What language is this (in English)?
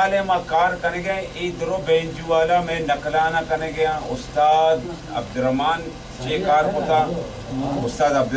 Baluchi